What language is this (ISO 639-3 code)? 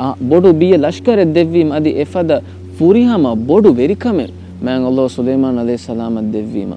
div